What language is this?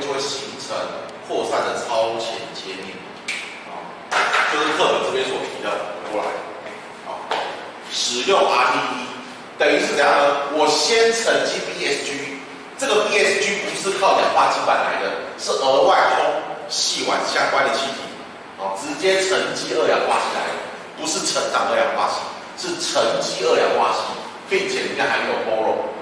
Chinese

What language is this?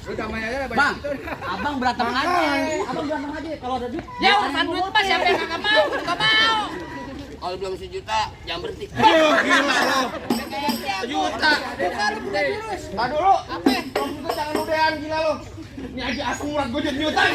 Betawi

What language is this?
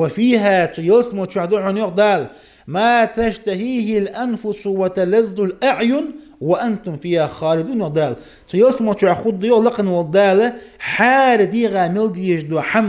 Ingush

